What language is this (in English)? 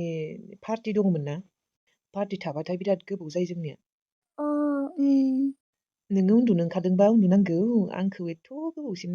Bodo